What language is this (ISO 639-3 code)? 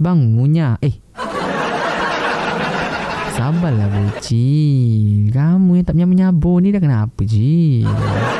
msa